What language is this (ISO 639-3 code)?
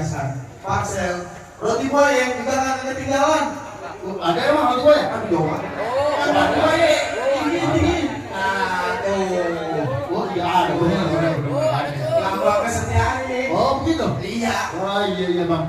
bew